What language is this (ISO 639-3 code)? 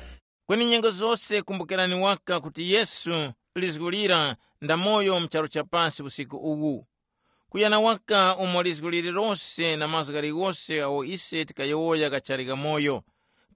tum